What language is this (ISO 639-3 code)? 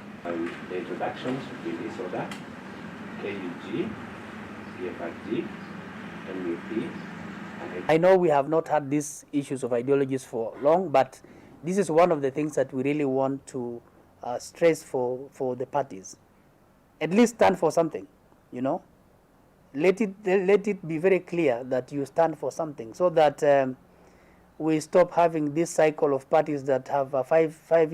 kam